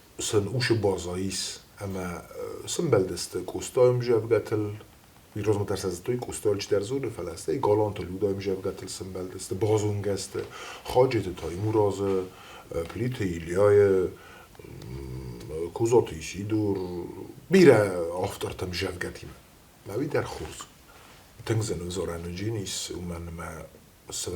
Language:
Ossetic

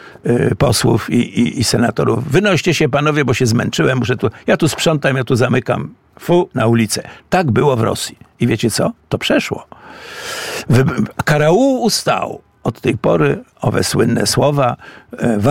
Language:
Polish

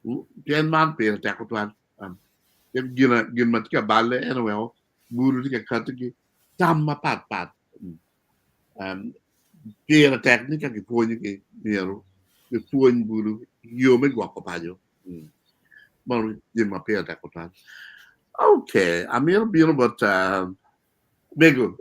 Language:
Acoli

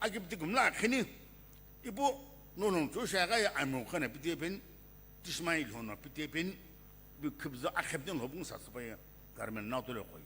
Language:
Sumi Naga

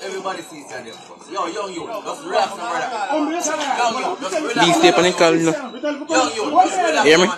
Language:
Jamaican Creole English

